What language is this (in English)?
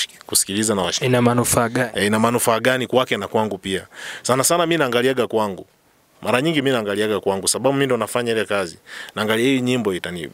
Swahili